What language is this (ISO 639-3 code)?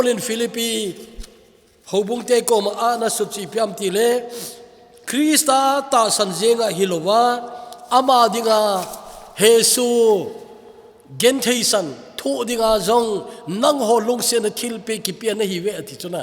tcz